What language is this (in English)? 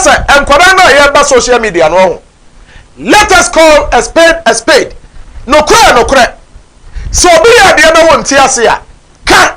Akan